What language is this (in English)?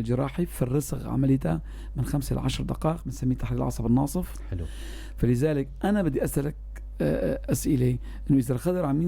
North Levantine Arabic